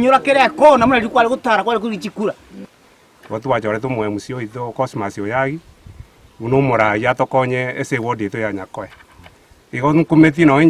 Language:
Gusii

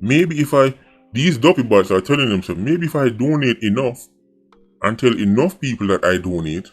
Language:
Jamaican Creole English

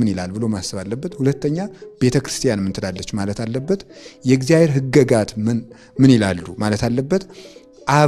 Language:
Amharic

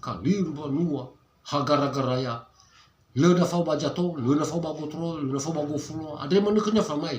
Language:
Nias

